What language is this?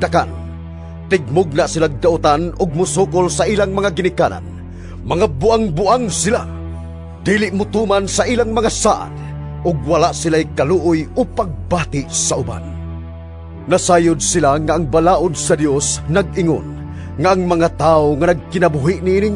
Cebuano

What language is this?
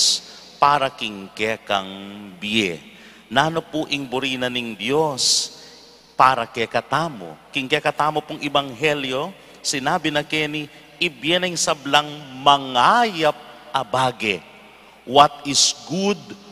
Pampanga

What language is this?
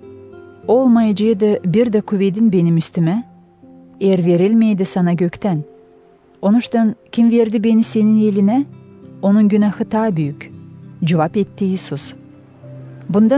Gagauz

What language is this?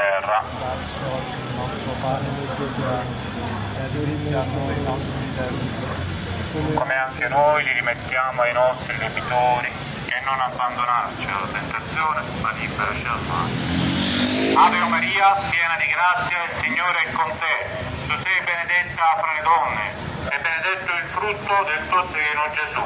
Italian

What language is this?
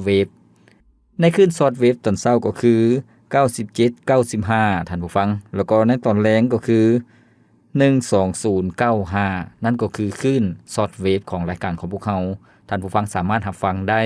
Lao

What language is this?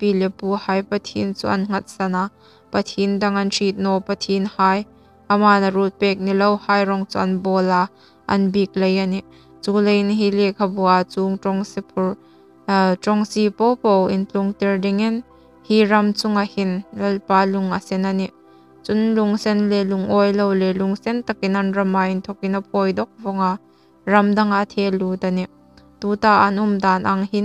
Hmar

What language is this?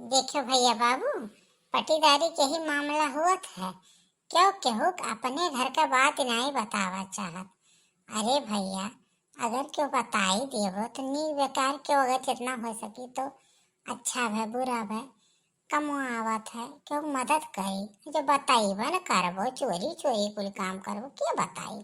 Awadhi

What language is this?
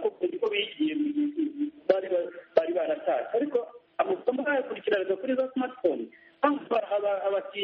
Kinyarwanda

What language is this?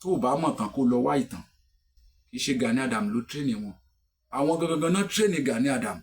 Yoruba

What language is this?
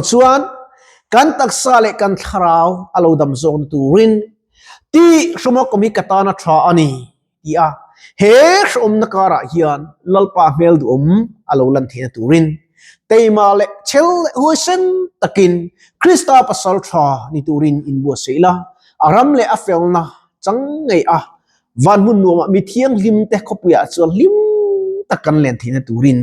Mizo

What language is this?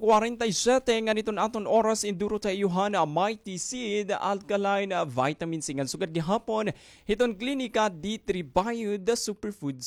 Waray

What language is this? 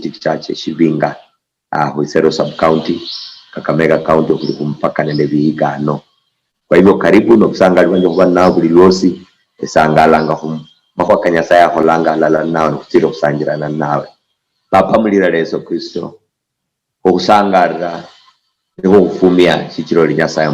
Luyia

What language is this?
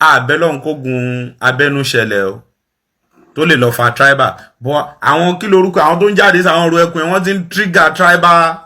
Yoruba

